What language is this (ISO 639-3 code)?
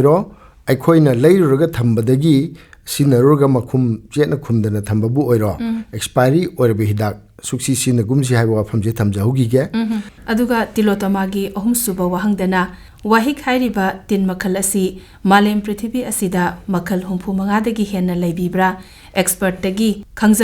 mni